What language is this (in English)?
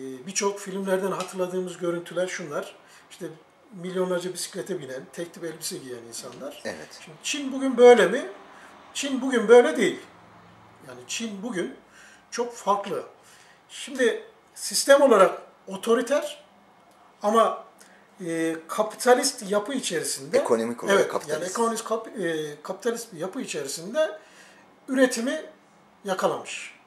Turkish